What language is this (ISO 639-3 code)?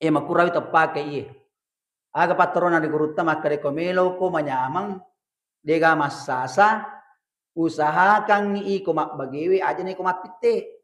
bug